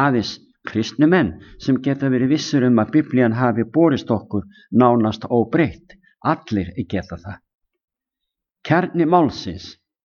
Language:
Icelandic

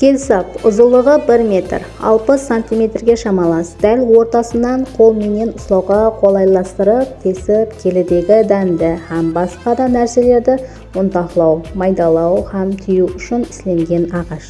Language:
Kara-Kalpak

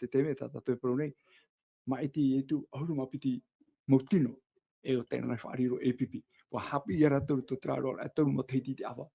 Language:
Tahitian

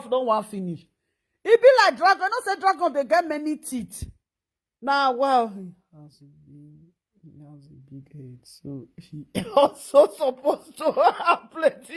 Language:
Nigerian Pidgin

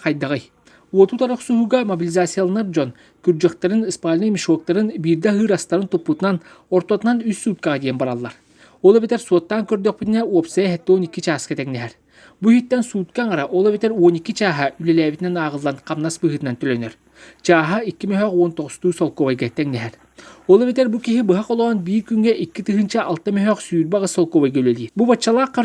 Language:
Yakut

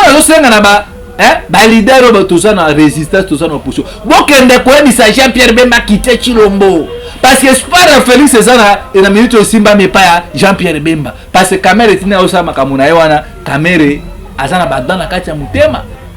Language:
Lingala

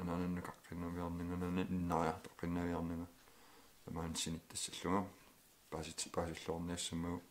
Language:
Kalaallisut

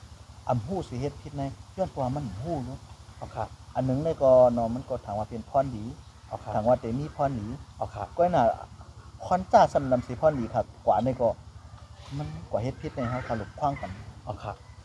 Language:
Shan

